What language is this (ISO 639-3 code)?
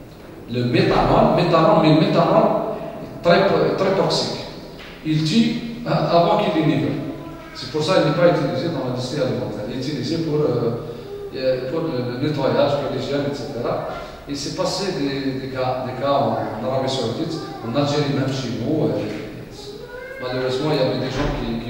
fra